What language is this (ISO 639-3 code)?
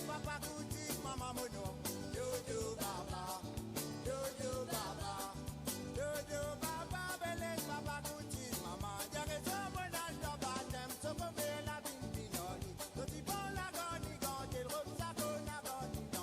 mfe